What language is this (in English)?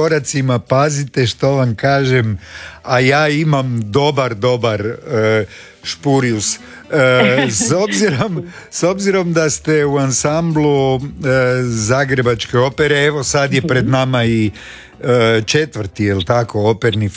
Croatian